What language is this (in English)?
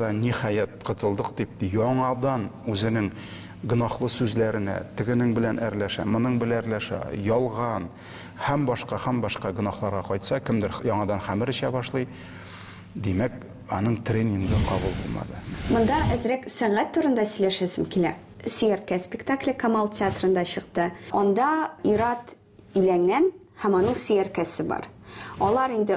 Tatar